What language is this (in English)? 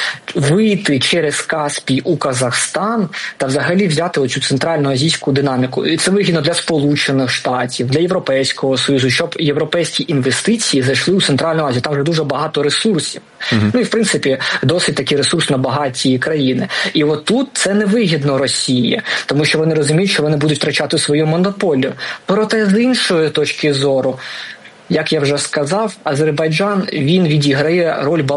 Ukrainian